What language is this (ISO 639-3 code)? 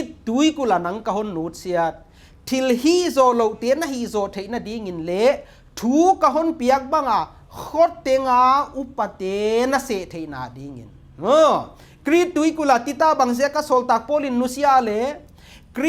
pck